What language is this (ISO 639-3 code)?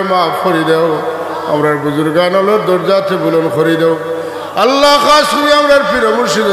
syl